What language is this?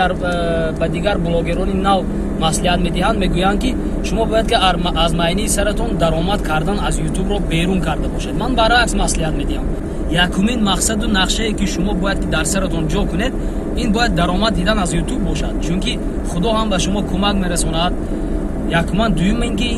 Tajik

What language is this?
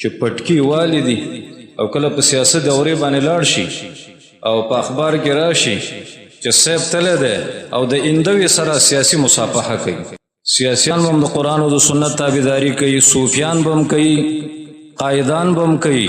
Pashto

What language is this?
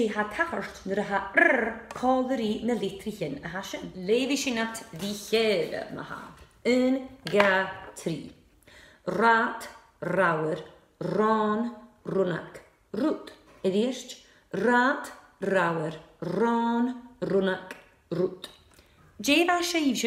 Scottish Gaelic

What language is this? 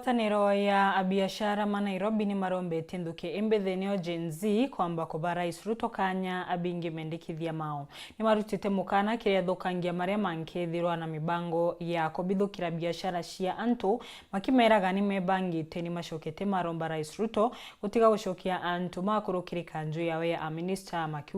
Meru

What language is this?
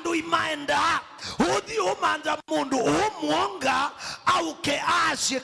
Kamba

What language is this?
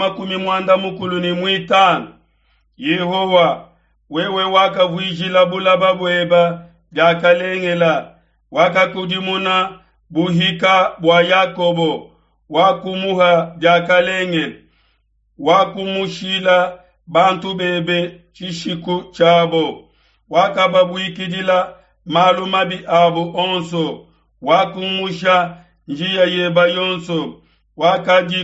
Luba-Lulua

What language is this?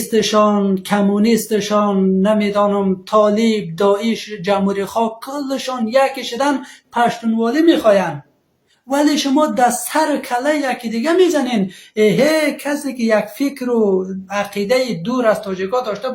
Persian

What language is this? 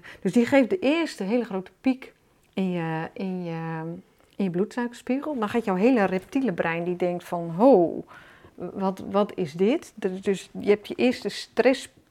Dutch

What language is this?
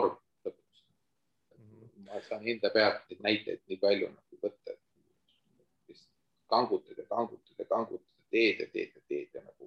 Estonian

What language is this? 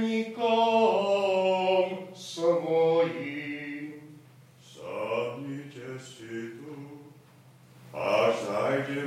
Slovak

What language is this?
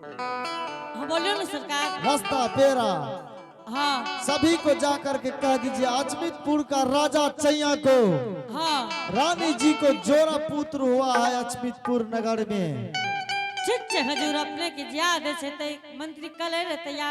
Angika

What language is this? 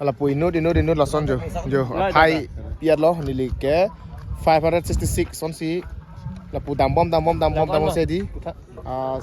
Karbi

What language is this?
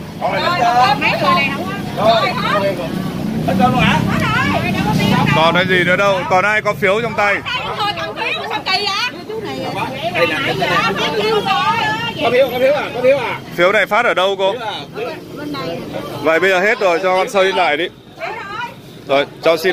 Vietnamese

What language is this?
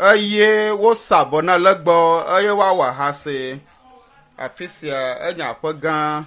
Ewe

